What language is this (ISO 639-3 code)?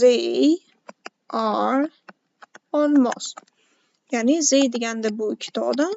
uzb